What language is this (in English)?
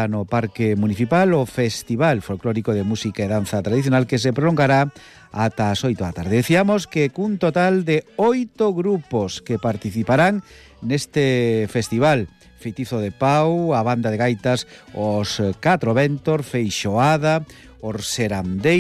Galician